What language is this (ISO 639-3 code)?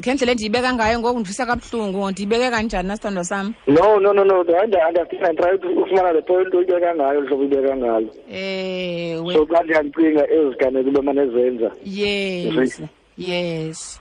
xho